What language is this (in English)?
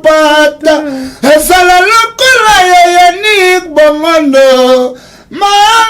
Lingala